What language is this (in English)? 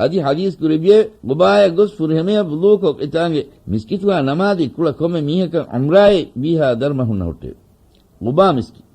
Divehi